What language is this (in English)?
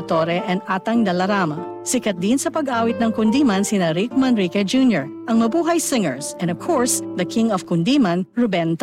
Filipino